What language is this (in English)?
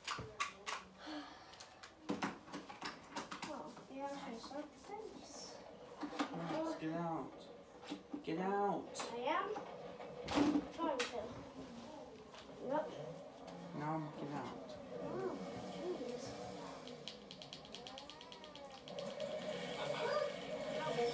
English